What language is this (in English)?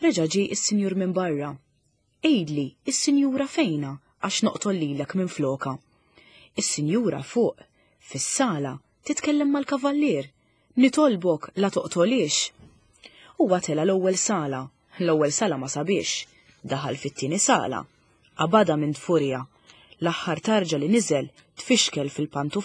Maltese